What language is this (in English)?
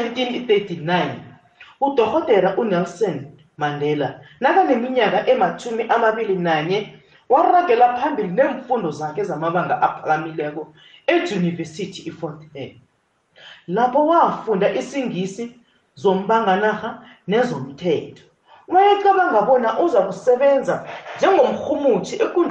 South Ndebele